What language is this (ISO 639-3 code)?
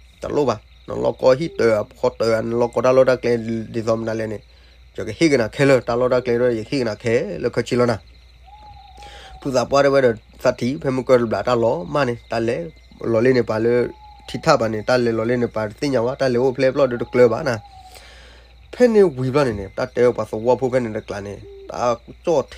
ksw